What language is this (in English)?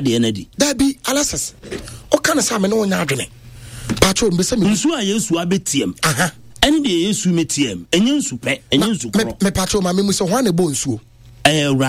Akan